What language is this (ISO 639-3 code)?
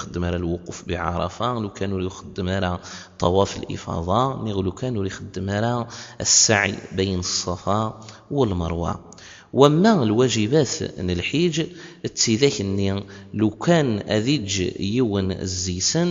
kab